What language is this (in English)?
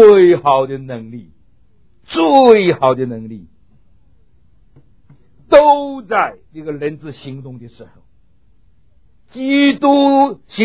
Chinese